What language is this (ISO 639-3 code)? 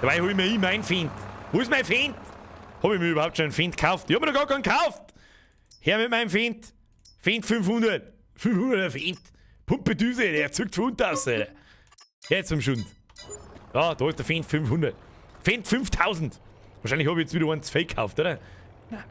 bar